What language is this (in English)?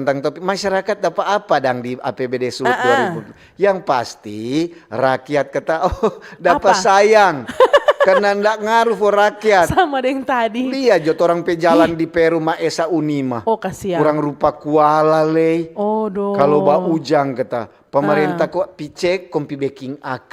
Manado Malay